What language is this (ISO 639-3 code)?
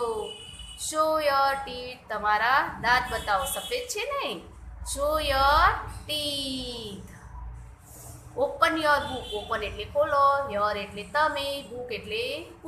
guj